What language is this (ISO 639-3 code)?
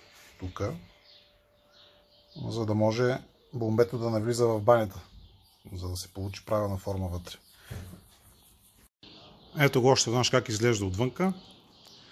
bul